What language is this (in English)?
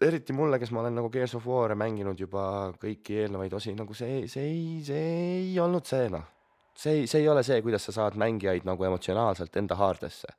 Estonian